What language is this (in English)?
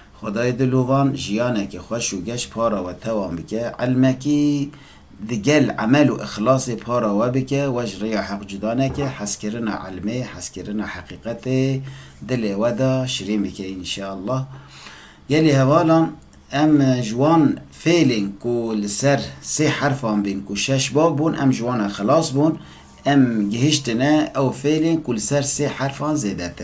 Kurdish